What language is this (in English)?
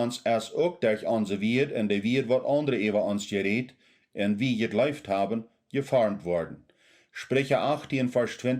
Plautdietsch